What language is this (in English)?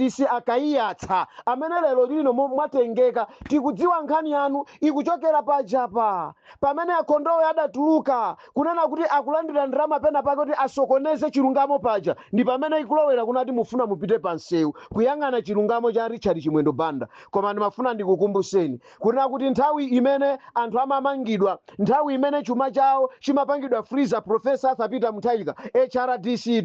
Nyanja